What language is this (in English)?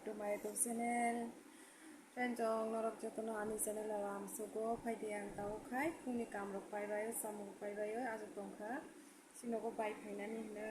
Kok Borok